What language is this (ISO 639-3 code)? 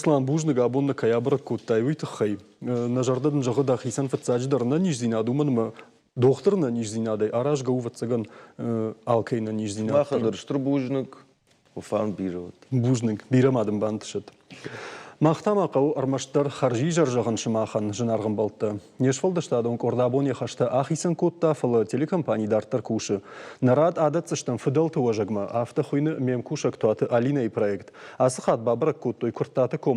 oss